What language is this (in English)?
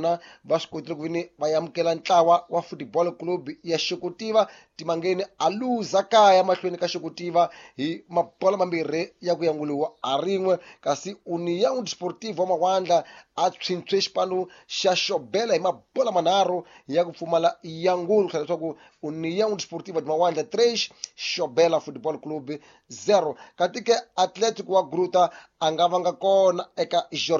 Tsonga